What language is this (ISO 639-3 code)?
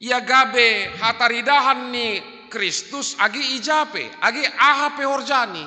bts